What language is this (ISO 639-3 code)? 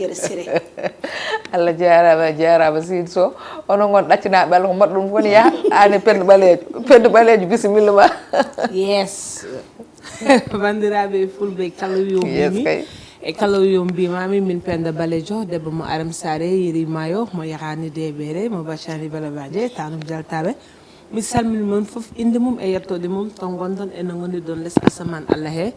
ful